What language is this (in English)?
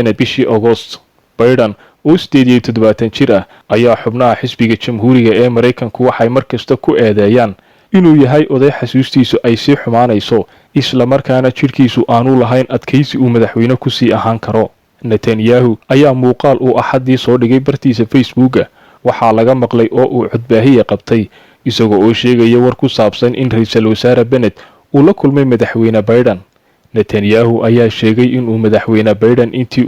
Somali